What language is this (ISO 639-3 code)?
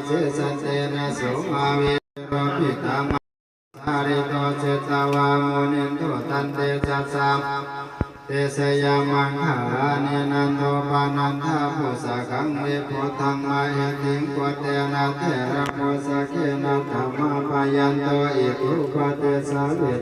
pli